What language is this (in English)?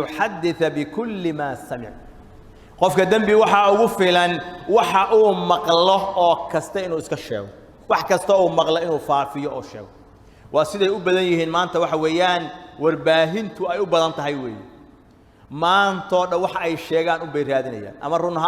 Somali